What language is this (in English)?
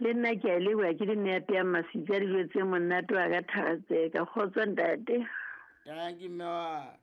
Southern Sotho